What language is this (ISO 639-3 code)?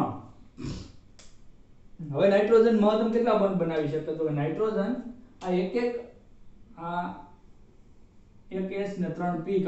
guj